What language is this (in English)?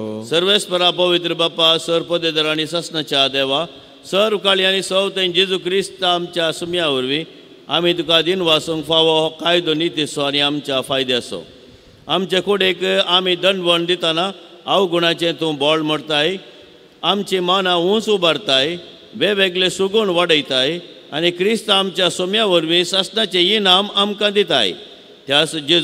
Konkani